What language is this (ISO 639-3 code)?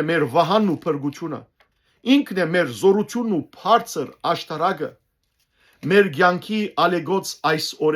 hyw